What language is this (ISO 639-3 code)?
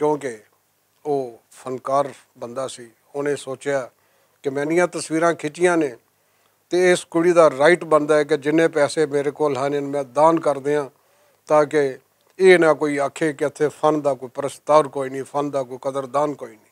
lah